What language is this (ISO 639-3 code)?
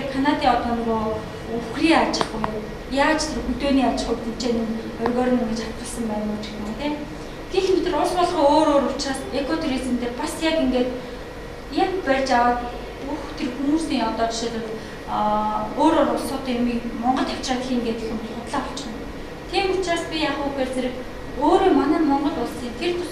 mon